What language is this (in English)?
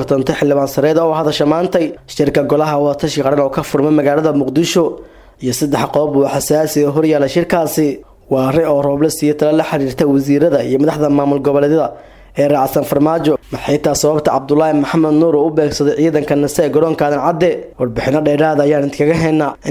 Somali